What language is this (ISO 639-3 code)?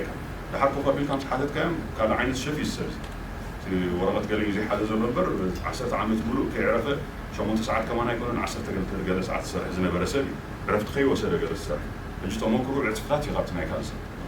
tir